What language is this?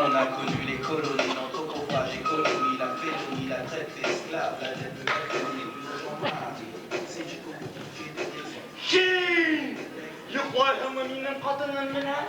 Bashkir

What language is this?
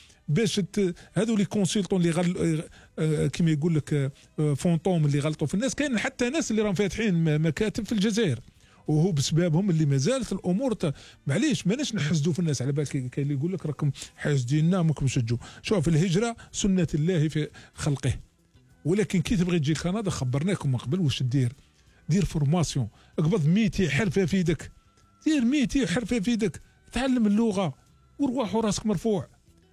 Algerian Arabic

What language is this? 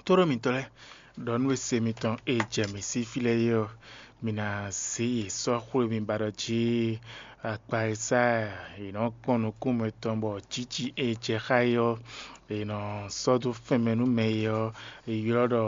Fon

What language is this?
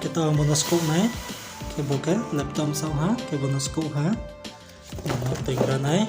Riang (India)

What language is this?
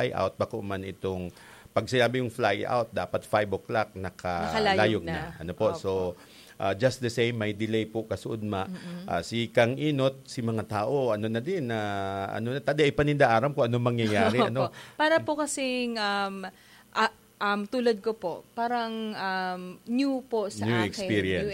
Bikol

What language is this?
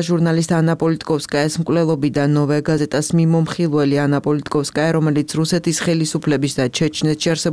Georgian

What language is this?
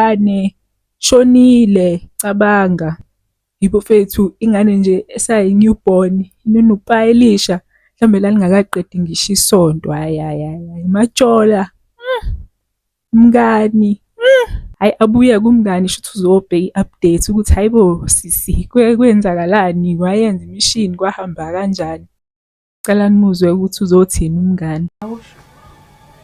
Zulu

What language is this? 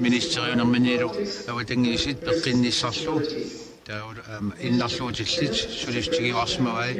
Kalaallisut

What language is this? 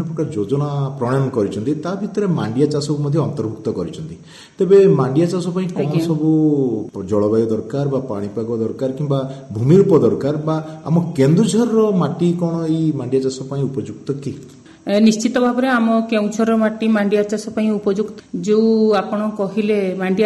Odia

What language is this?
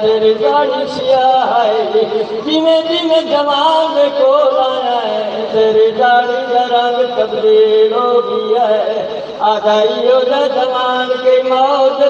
Saraiki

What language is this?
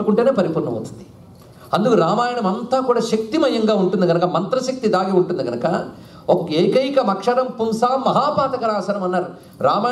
Telugu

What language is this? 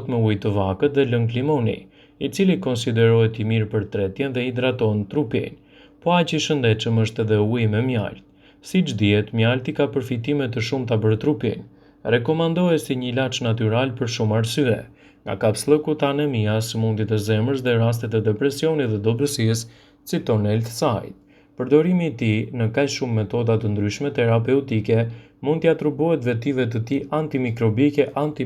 Albanian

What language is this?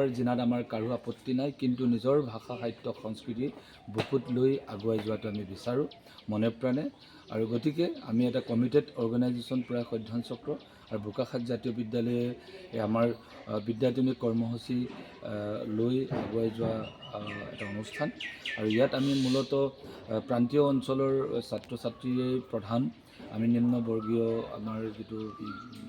Assamese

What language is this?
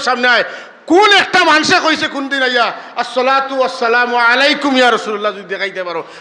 Sylheti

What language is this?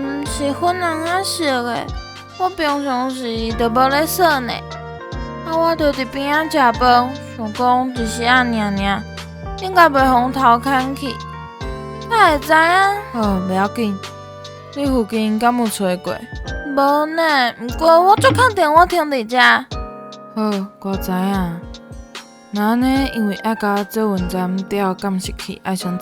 Min Nan Chinese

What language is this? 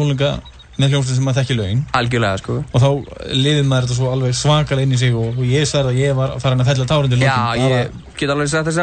Icelandic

